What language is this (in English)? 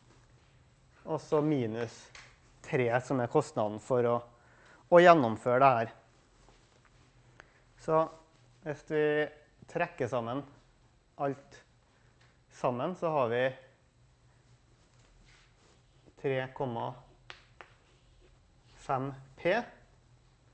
Norwegian